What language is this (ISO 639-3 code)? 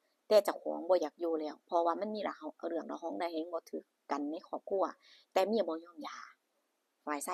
tts